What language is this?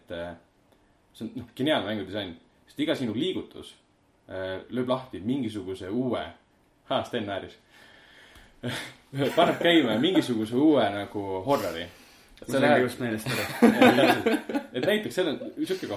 Estonian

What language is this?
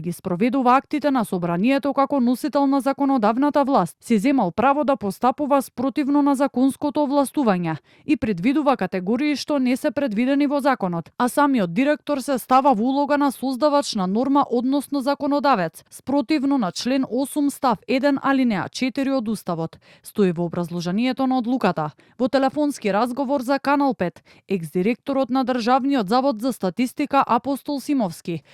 Macedonian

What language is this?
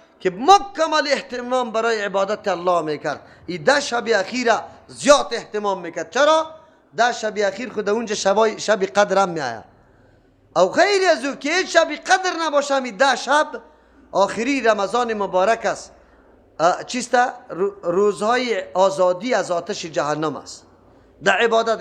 Persian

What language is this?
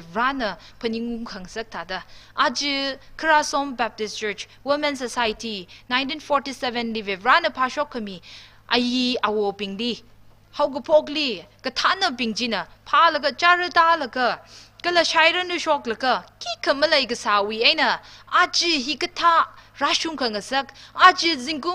Tangkhul Naga (India)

